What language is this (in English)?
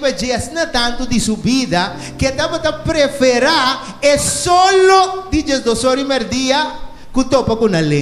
Papiamento